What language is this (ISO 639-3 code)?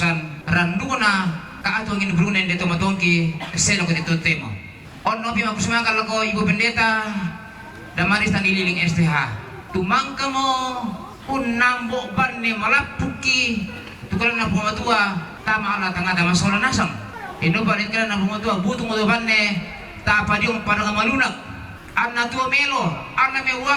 sda